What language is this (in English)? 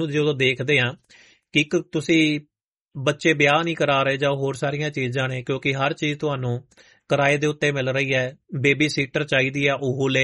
Punjabi